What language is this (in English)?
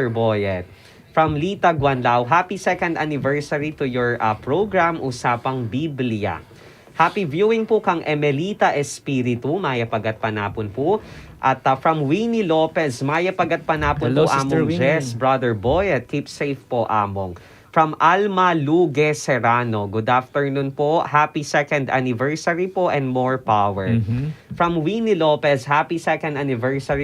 Pampanga